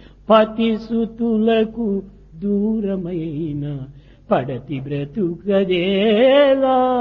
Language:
Telugu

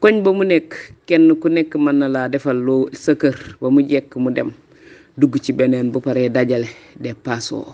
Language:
Wolof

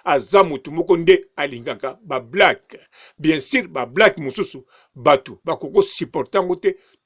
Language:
Lingala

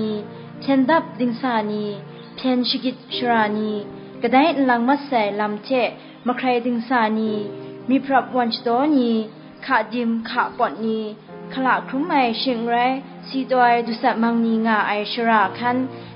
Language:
Kachin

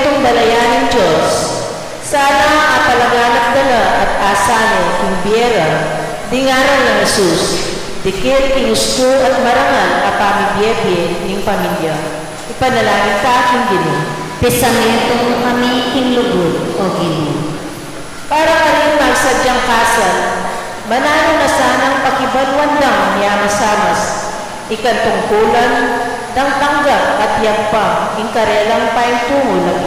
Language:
Pampanga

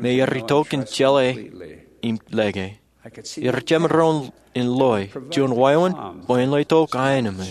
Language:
Marshallese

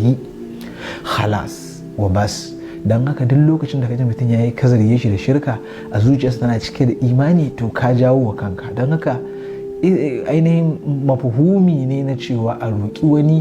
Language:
Hausa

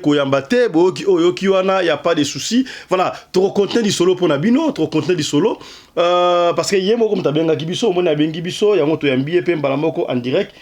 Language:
Lingala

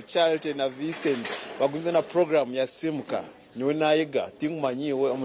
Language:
Nyankole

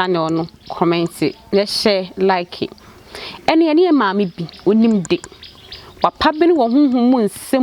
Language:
Akan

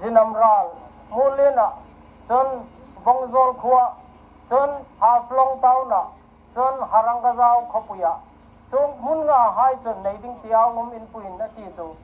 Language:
Hmar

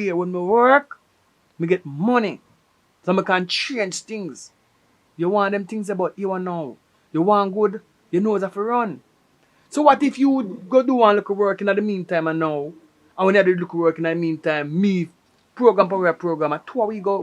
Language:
Jamaican Creole English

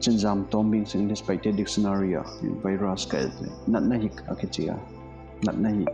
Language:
Paite Chin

